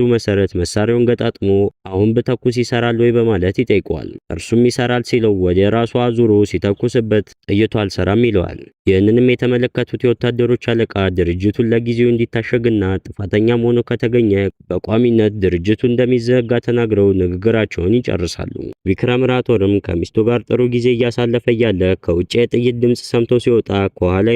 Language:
Amharic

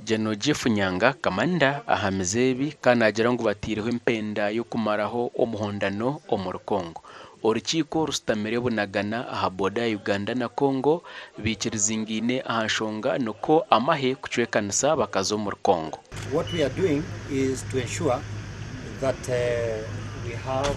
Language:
Nyankole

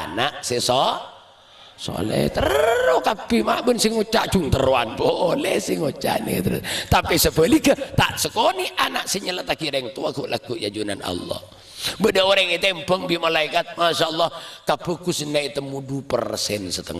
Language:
Madurese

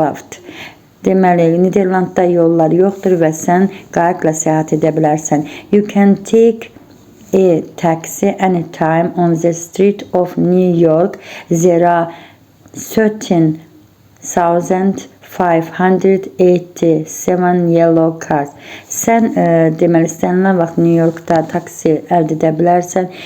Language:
Azerbaijani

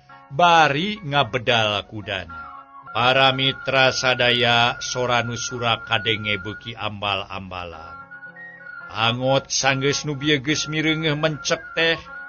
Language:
Sundanese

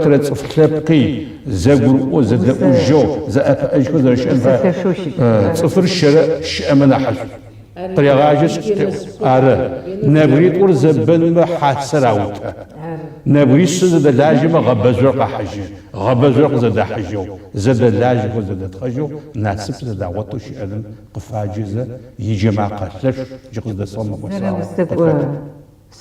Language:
Adyghe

